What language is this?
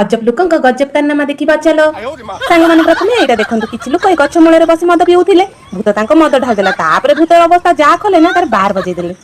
Odia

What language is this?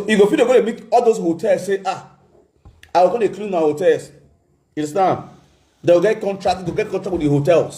Nigerian Pidgin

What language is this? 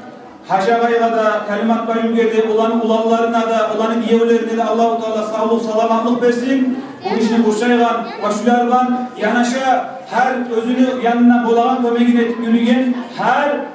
Kumyk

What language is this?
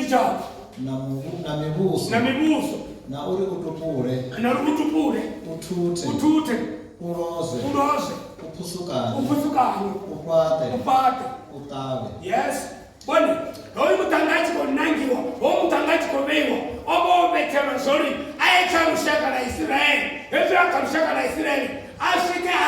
Venda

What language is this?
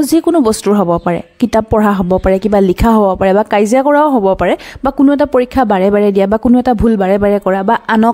Assamese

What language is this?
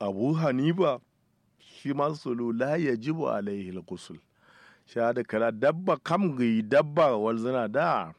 Kanuri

